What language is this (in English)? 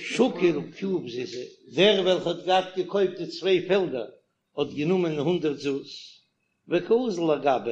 Yiddish